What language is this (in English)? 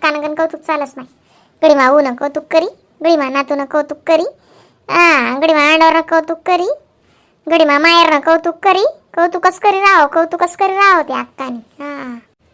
Khandesi